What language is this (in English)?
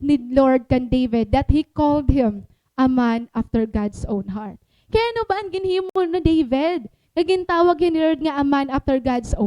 Waray